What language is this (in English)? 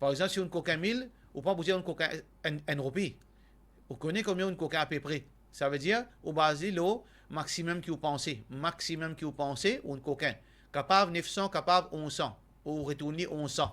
Morisyen